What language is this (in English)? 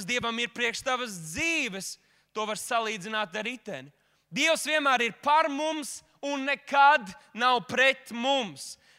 Latvian